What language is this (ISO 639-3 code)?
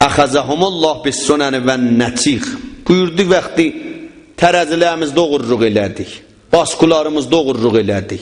azb